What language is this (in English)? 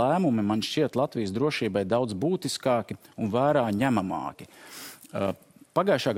Latvian